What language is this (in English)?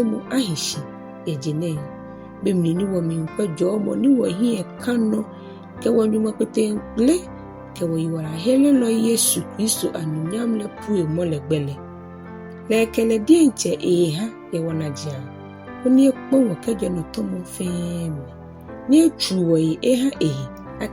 Ga